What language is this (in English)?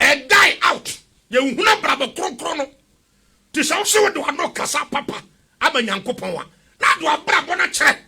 Akan